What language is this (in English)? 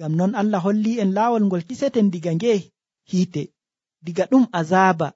Nigerian Fulfulde